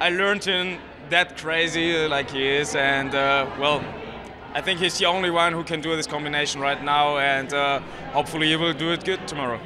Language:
Western Frisian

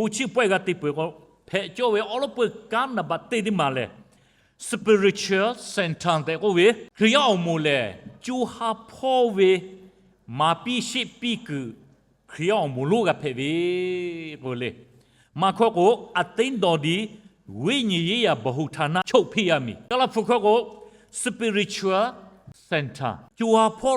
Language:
Lahu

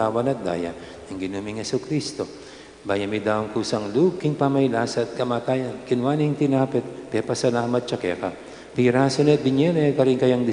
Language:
Pampanga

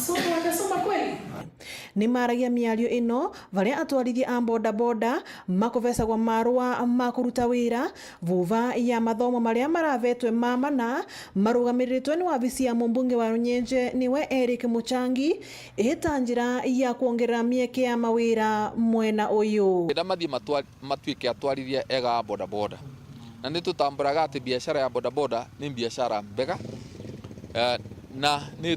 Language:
Meru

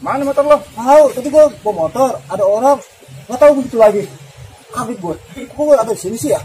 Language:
Betawi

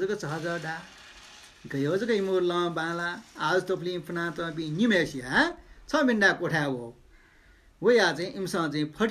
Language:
Newari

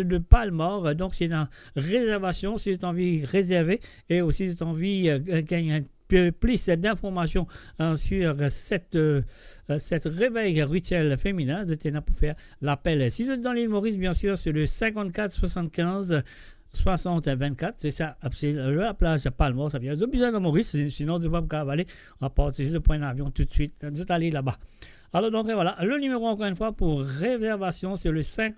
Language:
Morisyen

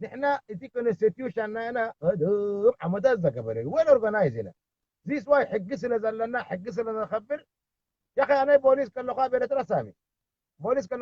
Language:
Tigrinya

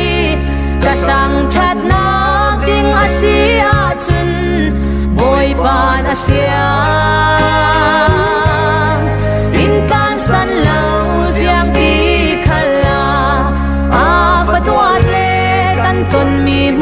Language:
Hakha Chin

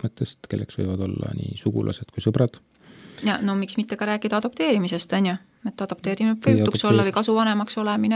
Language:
Estonian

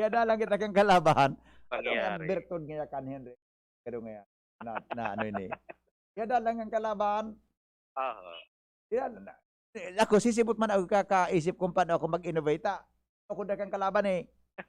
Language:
Bikol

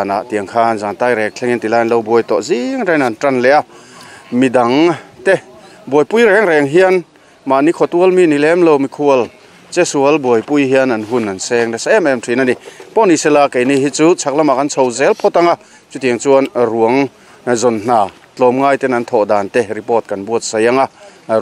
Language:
Mizo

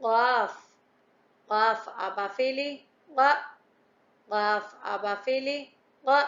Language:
Divehi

